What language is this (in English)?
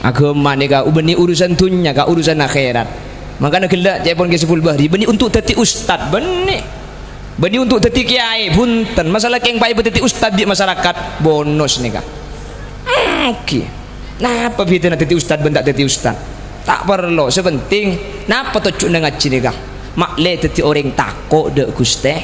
Madurese